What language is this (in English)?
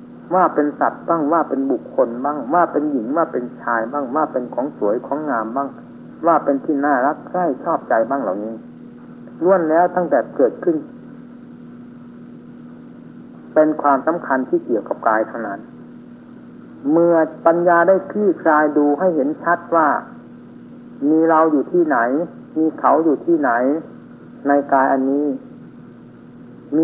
Thai